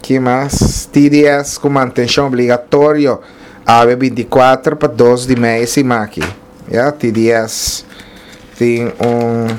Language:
Papiamento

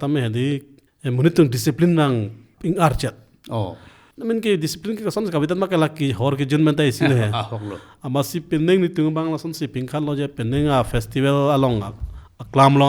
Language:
Karbi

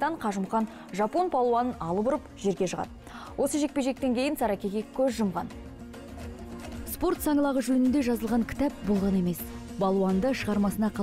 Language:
Kazakh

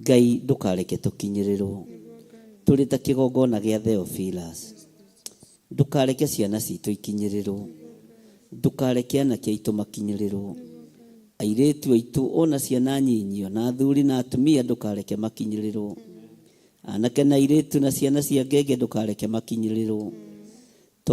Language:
Kikuyu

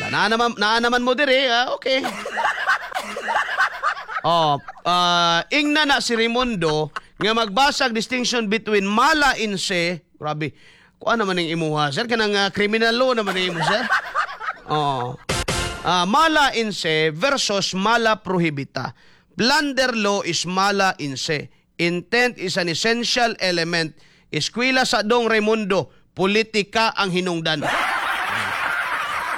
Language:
Cebuano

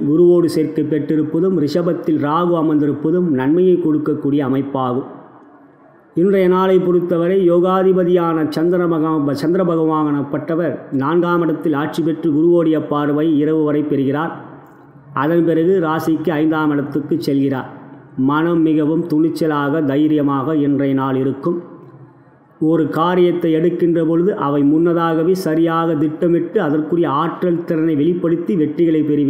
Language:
Tamil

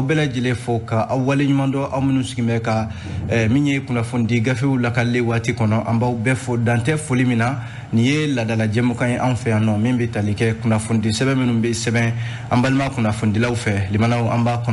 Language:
Bambara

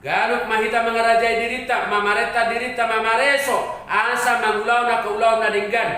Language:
Batak Toba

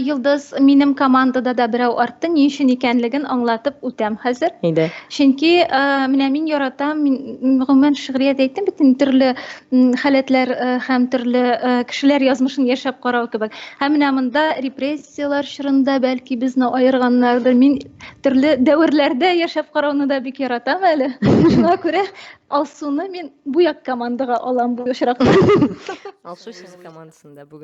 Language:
Tatar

